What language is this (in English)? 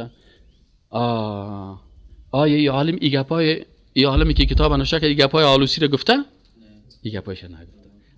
Persian